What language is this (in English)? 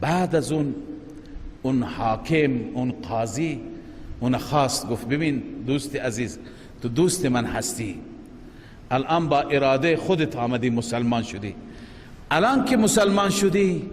Persian